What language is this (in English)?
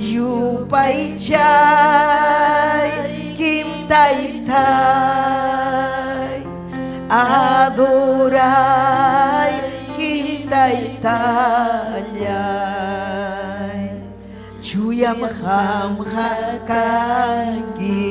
Ayacucho Quechua